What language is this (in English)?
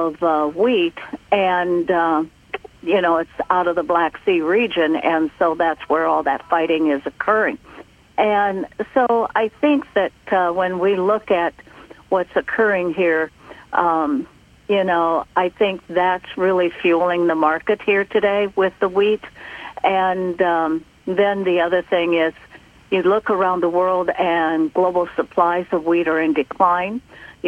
English